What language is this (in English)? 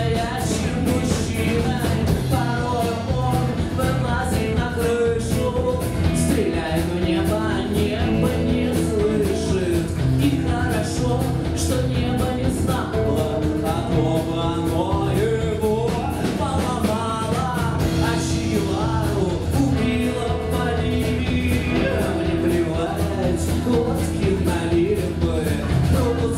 Russian